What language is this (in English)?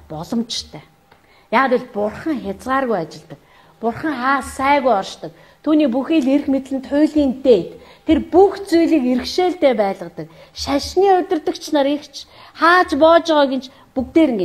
Mongolian